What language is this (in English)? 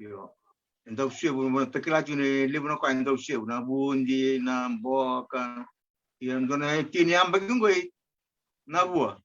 Fijian